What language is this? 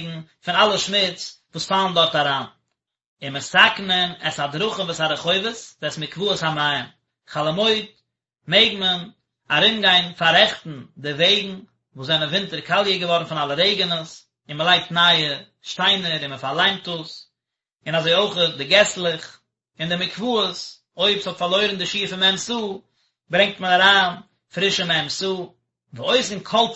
Yiddish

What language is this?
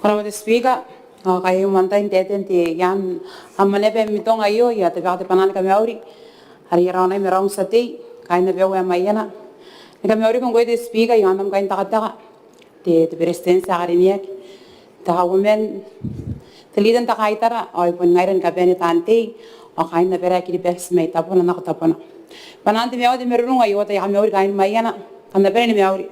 Gilbertese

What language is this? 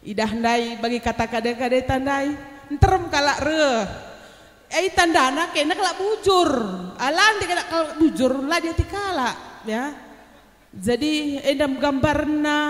Batak Karo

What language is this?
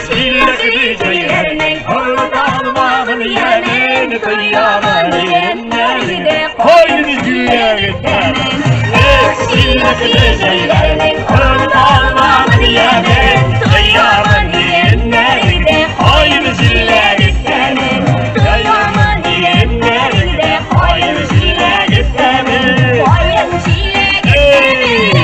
Tatar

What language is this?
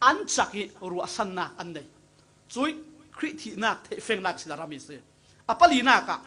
Falam Chin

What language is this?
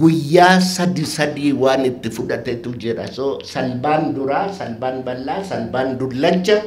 Oromo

